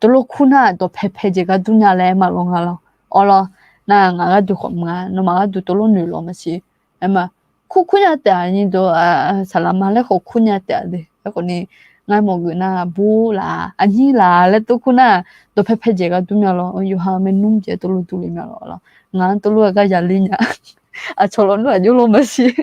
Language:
Akha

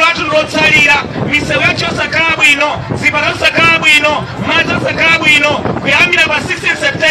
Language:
Nyanja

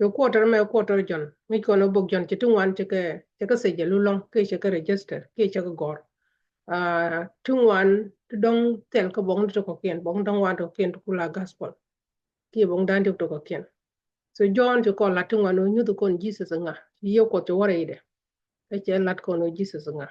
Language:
Nuer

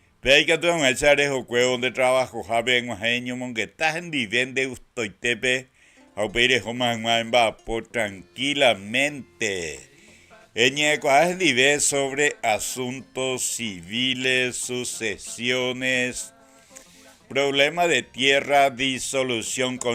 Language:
Guarani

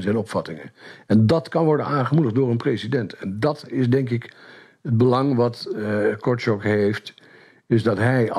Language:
Dutch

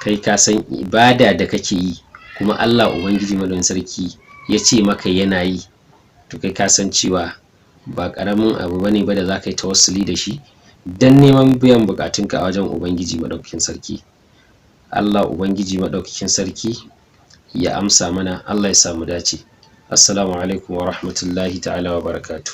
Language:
Hausa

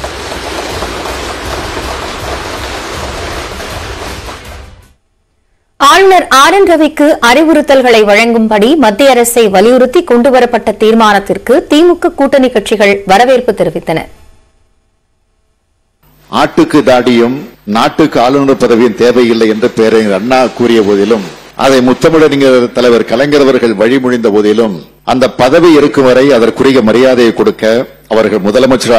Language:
Tamil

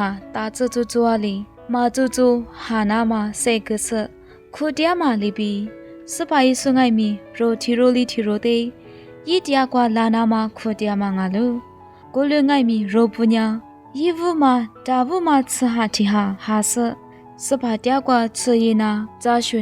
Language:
Lisu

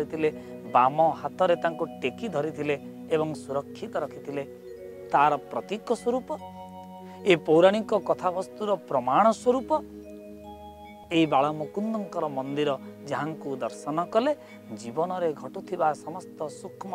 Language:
Odia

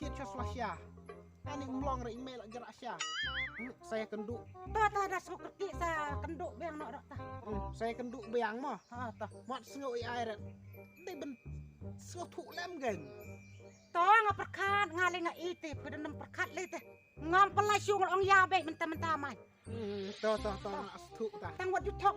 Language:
Khasi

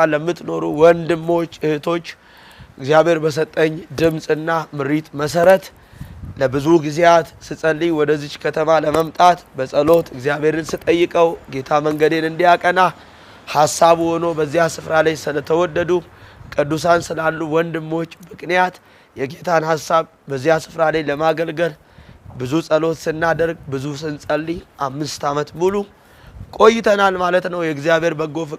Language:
Amharic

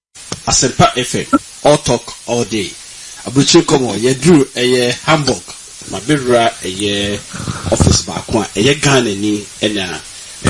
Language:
Akan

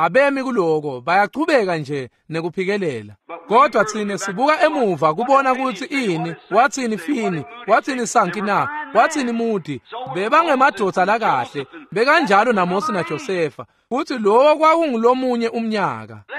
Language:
Swati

